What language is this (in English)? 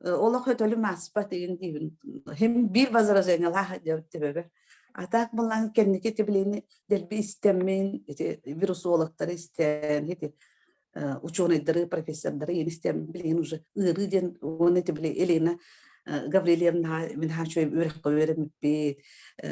Yakut